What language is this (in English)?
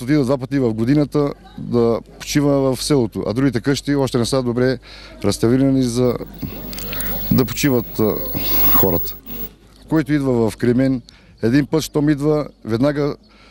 Bulgarian